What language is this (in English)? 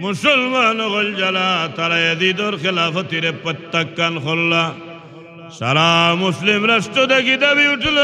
Sylheti